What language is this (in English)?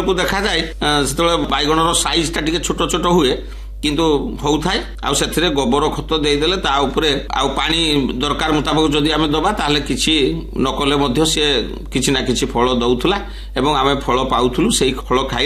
Odia